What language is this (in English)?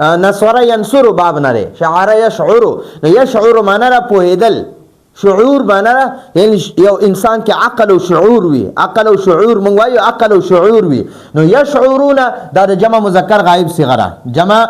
Pashto